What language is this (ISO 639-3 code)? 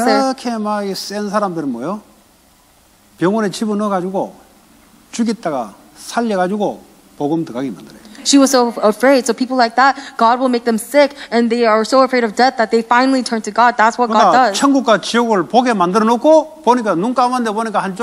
kor